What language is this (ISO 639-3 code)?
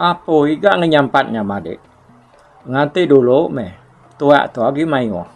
iba